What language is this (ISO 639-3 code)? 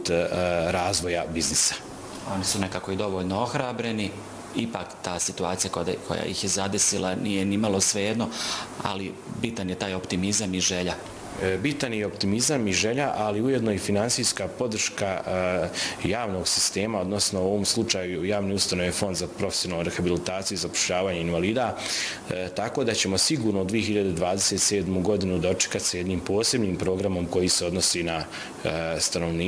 bos